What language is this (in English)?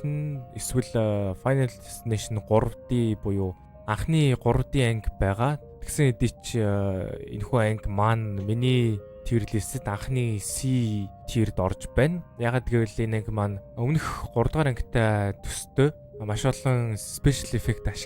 Mongolian